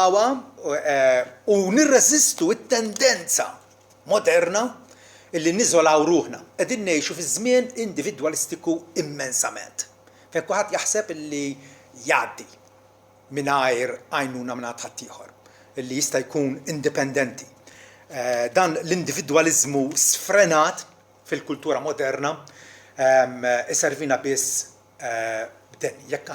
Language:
Maltese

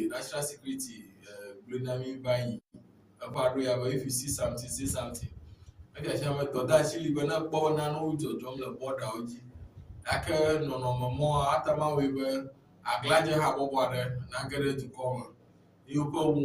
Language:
Ewe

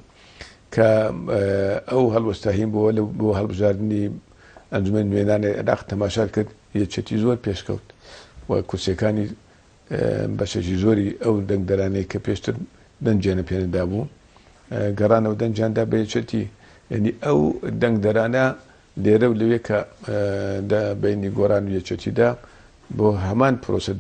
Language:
Central Kurdish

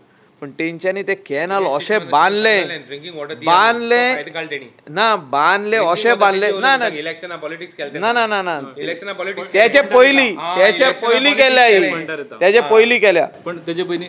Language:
Konkani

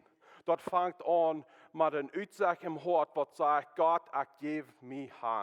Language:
Plautdietsch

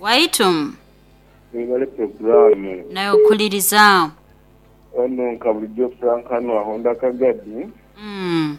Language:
Nyankole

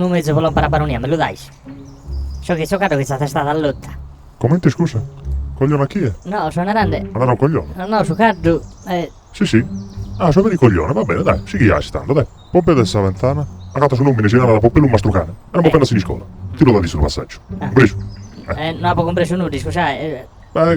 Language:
Sardinian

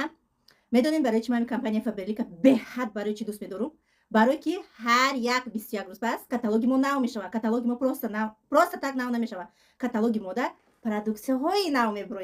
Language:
Tajik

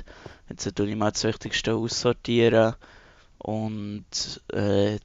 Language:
Swiss German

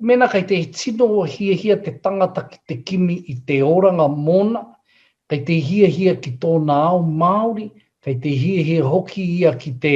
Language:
Māori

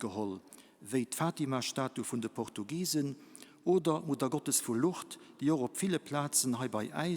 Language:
Luxembourgish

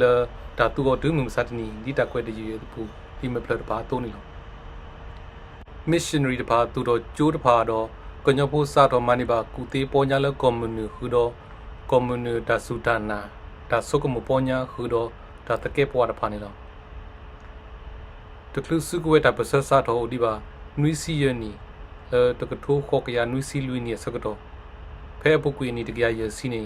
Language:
S'gaw Karen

